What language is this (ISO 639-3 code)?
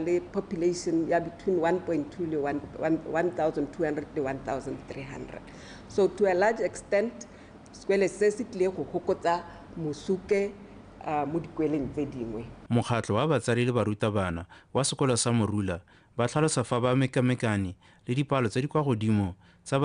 tsn